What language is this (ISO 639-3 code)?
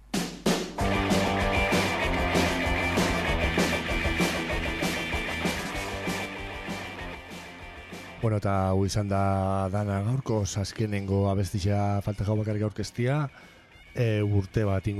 eus